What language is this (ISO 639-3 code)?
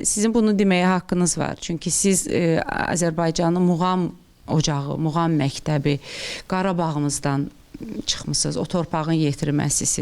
aze